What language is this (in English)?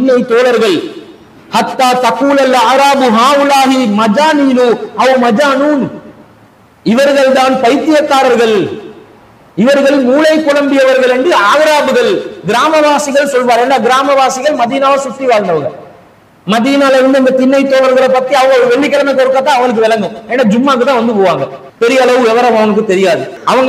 Tamil